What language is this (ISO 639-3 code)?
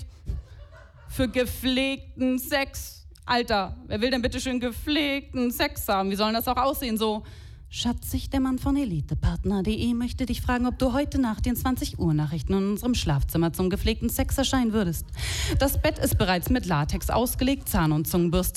deu